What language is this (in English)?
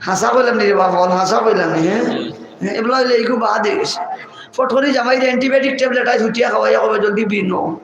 Sylheti